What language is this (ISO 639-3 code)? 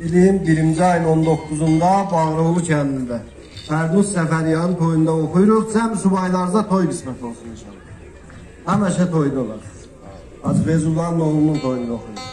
azb